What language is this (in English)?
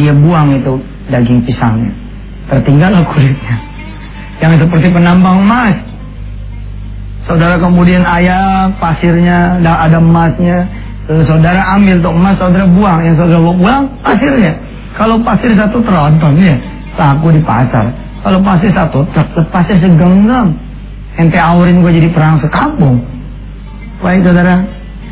Indonesian